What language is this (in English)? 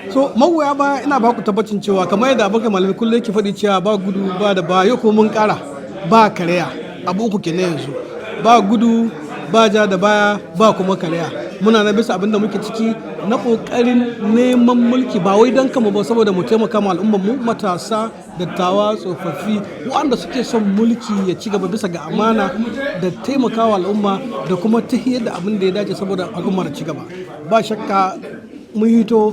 Hausa